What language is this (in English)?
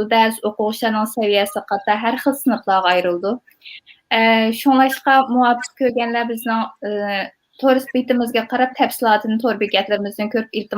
Uyghur